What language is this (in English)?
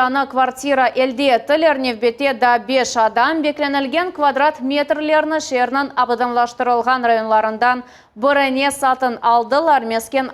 Crimean Tatar